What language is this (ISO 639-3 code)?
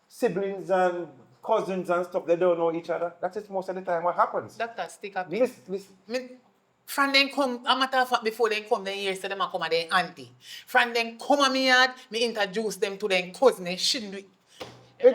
jam